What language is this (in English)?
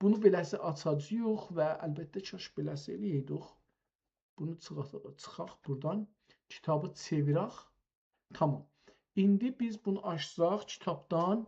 South Azerbaijani